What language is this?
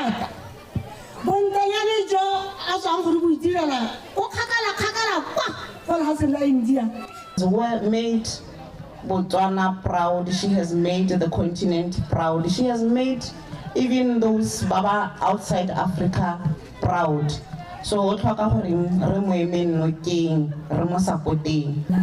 Tswana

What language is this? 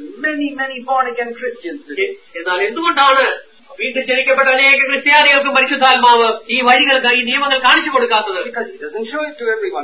Malayalam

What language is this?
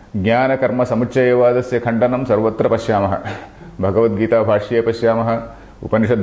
Sanskrit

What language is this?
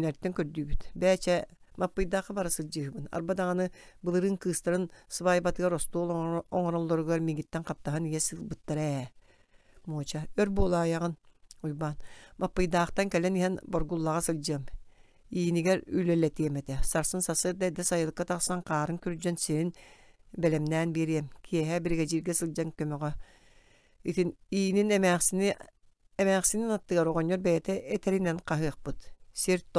Yakut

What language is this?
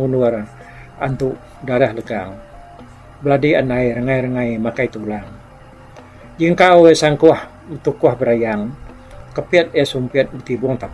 Iban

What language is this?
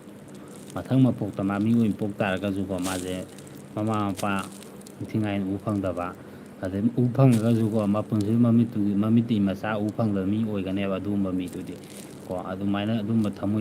Manipuri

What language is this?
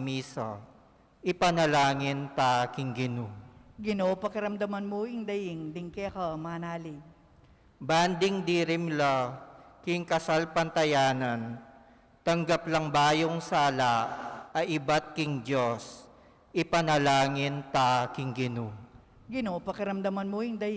Pampanga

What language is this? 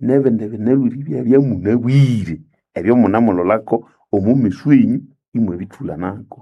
Nande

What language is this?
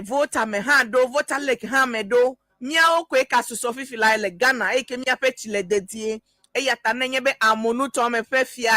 Ewe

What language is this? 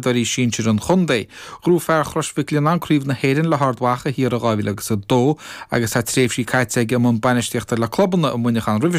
Irish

